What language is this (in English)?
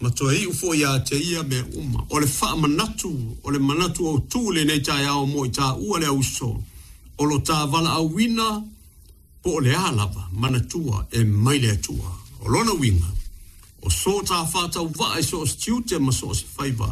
Samoan